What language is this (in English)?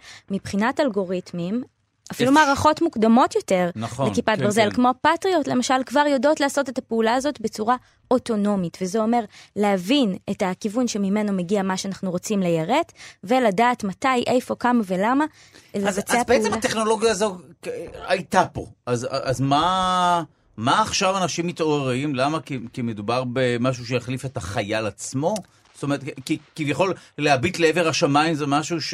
Hebrew